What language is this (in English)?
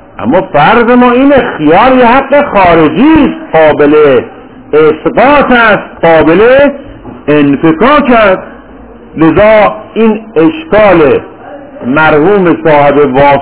Persian